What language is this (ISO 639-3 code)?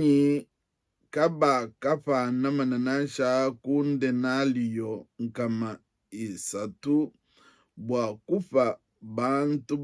lua